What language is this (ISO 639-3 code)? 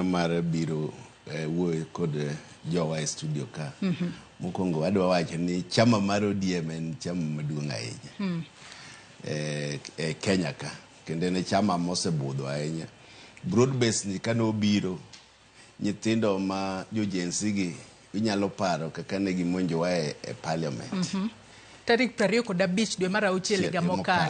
luo